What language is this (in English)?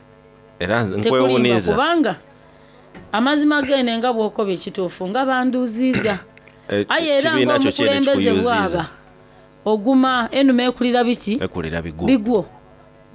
Soga